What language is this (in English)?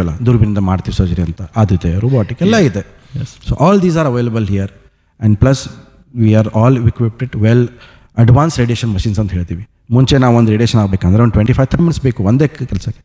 Kannada